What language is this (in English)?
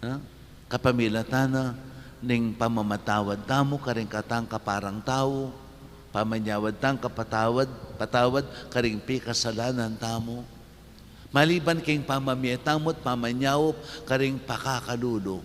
Pampanga